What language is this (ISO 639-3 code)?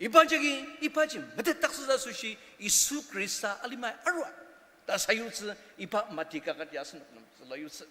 njo